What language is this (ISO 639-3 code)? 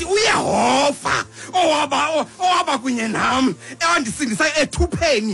xho